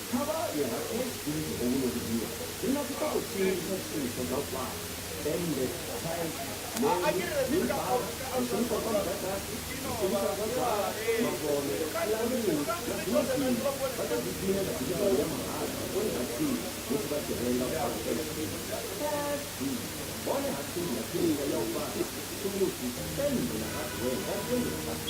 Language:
Venda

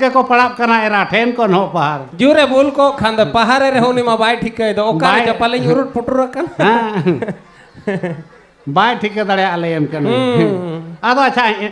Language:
Santali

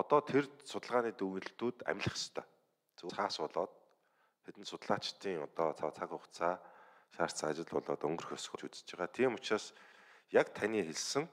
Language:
Mongolian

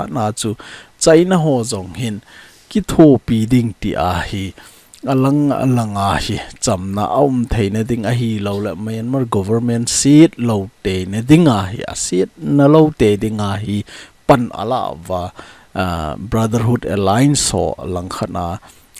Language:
Thado Chin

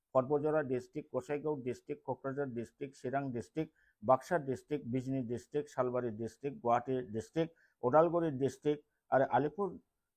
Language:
Bodo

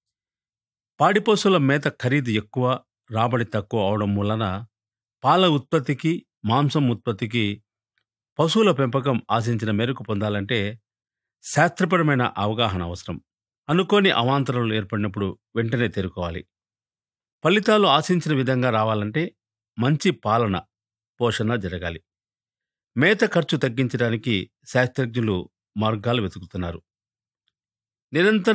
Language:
Telugu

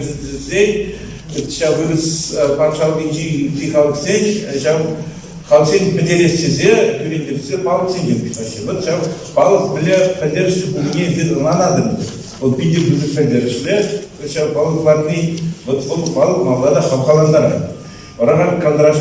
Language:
Chuvash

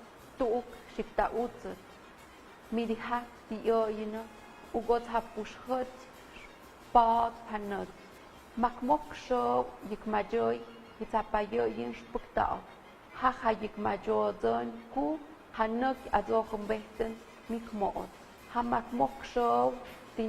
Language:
Tlahuitoltepec Mixe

